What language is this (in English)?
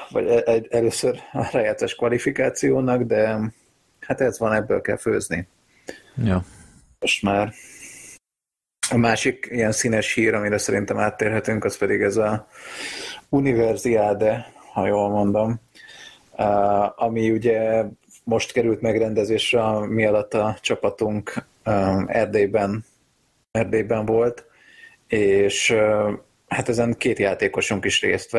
Hungarian